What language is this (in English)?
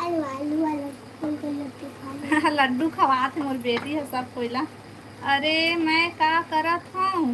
Chhattisgarhi